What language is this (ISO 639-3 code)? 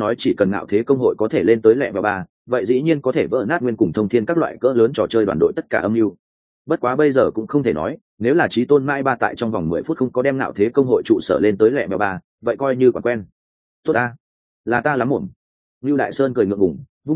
vie